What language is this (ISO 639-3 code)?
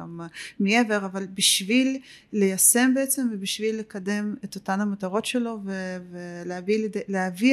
heb